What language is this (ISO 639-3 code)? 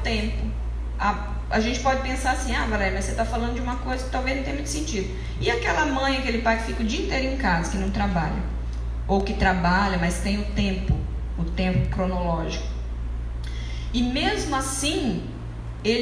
por